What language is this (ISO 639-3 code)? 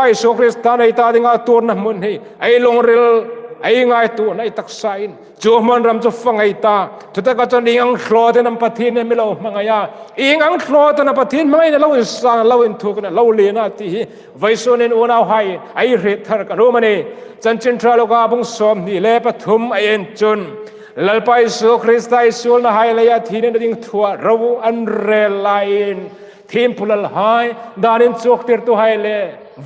hmr